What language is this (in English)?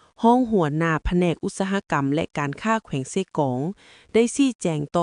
Lao